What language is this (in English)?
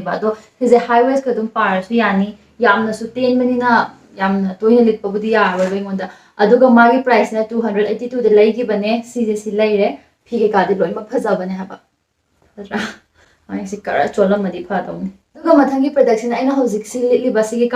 Manipuri